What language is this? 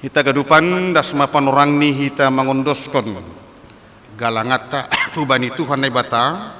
Batak Simalungun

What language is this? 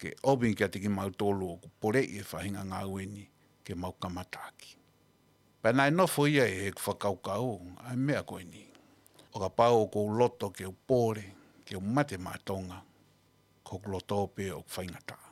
Tongan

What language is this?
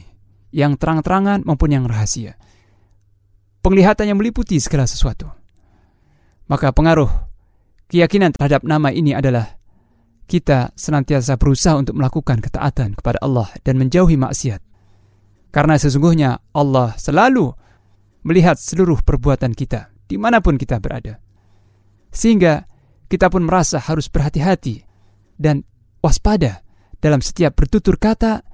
Indonesian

